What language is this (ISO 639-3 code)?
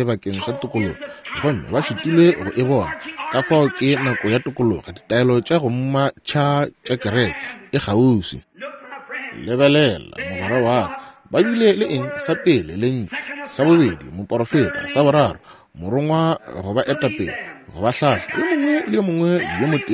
nso